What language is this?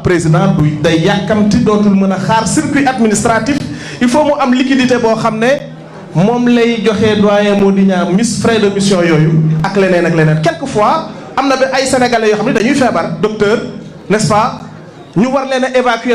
Wolof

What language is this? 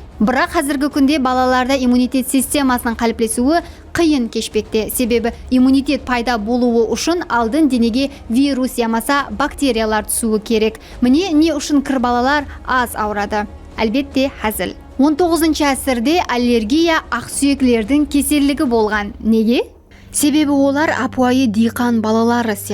Kara-Kalpak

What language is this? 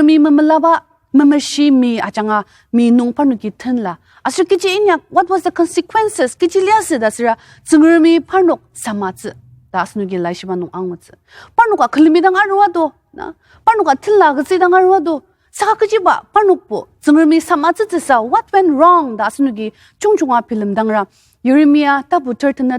Ao Naga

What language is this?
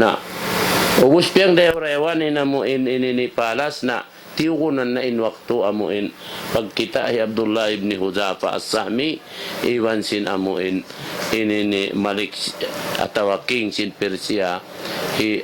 Tausug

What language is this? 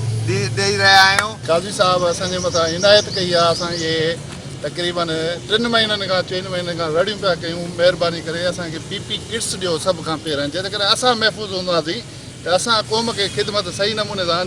Sindhi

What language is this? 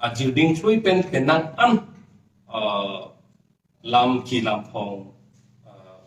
Karbi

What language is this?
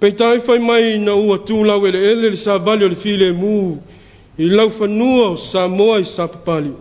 Samoan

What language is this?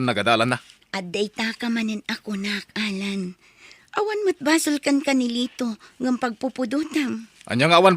Iloko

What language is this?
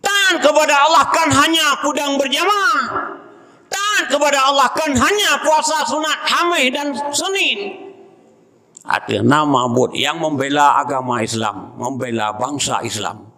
Achinese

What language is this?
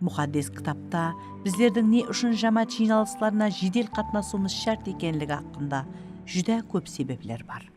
Kara-Kalpak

